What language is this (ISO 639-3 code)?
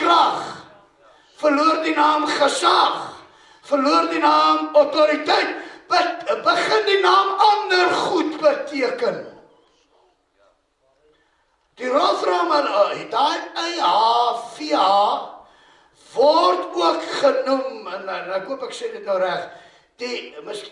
afr